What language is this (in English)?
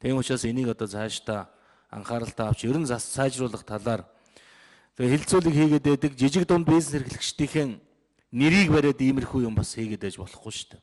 Mongolian